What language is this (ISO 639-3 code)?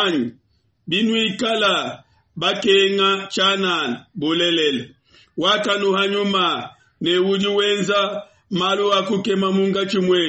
lua